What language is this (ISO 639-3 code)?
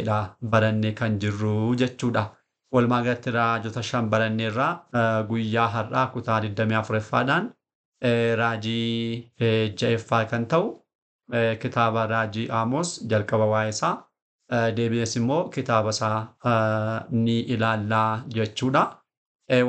orm